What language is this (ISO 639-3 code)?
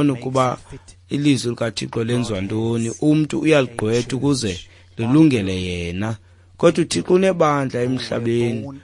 xho